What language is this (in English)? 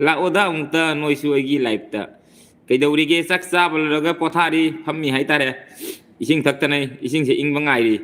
Manipuri